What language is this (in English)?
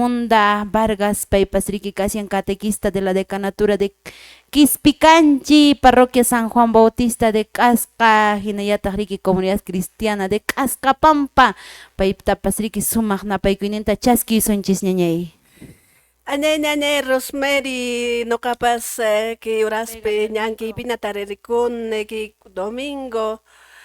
Quechua